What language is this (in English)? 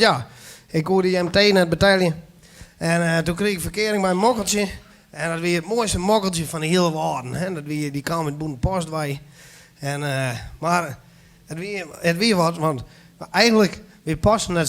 Western Frisian